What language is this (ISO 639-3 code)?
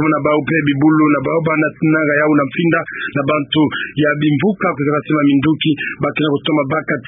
ktu